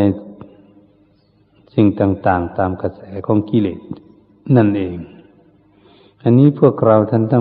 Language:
Thai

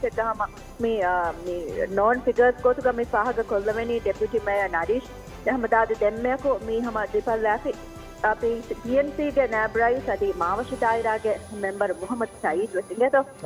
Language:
Divehi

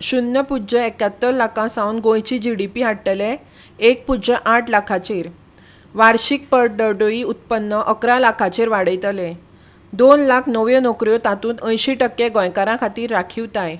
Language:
Konkani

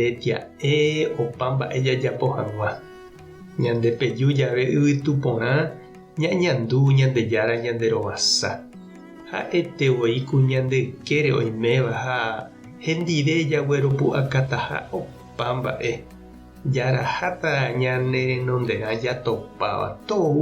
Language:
Guarani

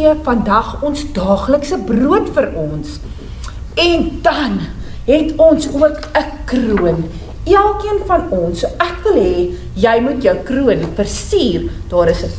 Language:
Afrikaans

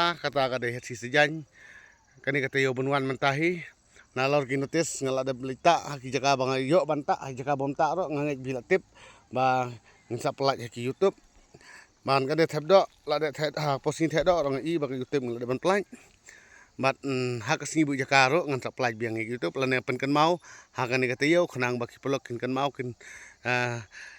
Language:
Khasi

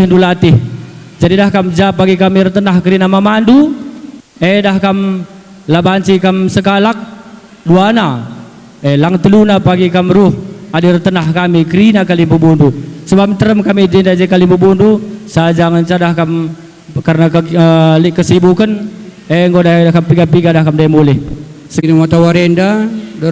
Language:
Batak Karo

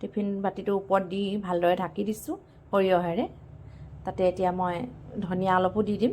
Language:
Assamese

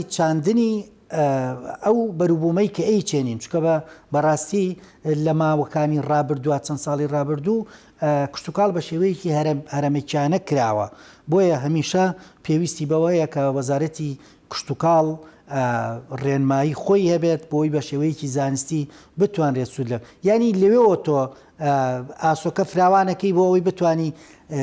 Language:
Central Kurdish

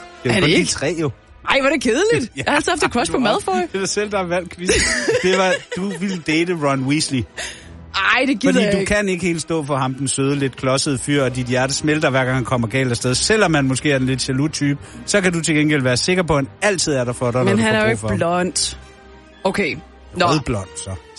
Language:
Danish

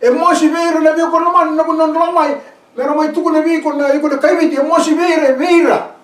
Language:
Fijian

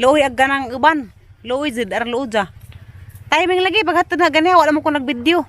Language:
Cebuano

